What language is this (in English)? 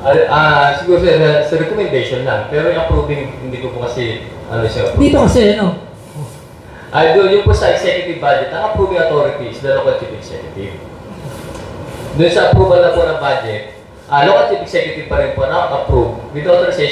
Filipino